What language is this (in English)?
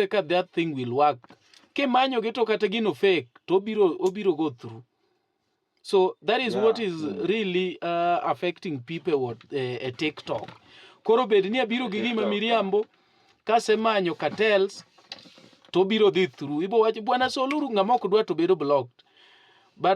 Luo (Kenya and Tanzania)